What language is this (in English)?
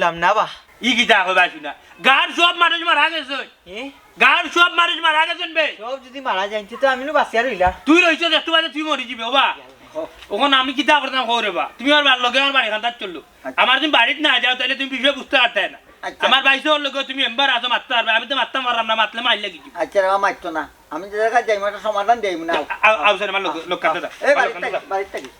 Sylheti